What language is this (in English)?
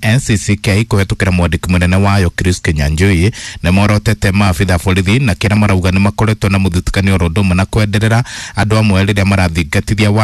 Kikuyu